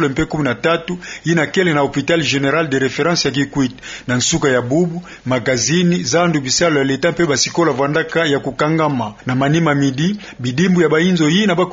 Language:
Kituba (Democratic Republic of Congo)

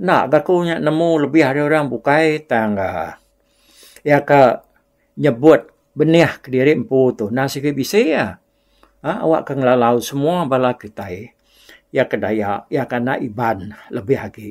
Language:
Iban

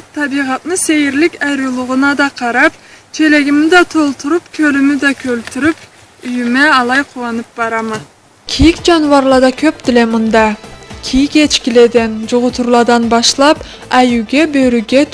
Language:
Karachay-Balkar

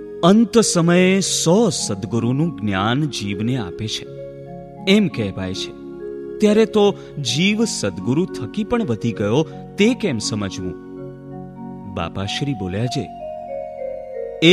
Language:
Gujarati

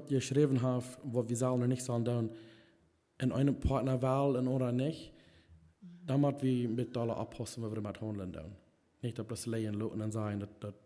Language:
Plautdietsch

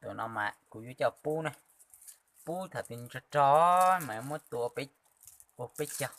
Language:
Hmong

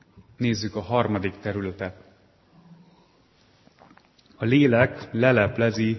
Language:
Hungarian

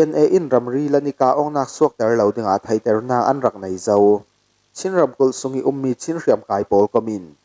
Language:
Falam Chin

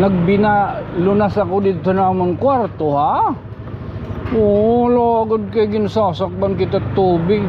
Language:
Waray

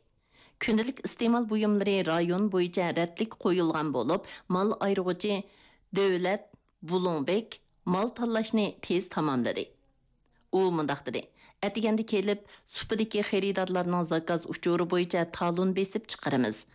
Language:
Uyghur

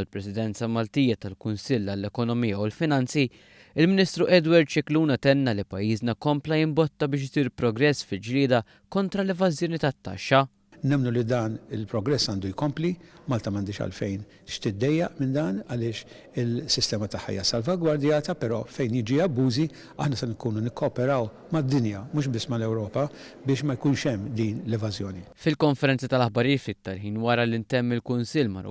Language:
Maltese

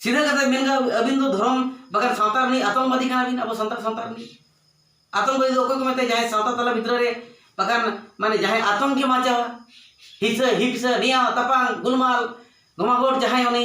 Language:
Santali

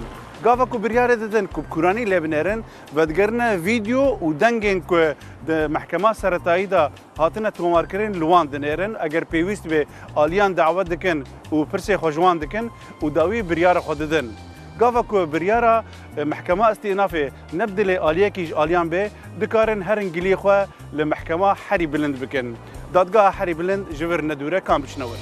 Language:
Kurdish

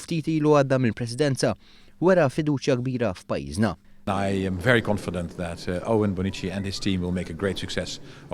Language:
Maltese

